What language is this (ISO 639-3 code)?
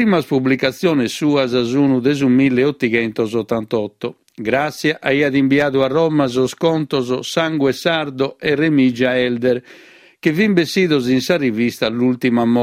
srd